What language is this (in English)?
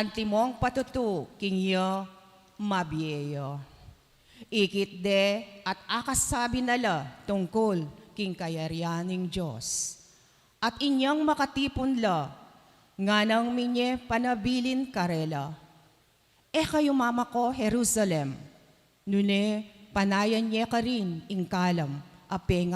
Pampanga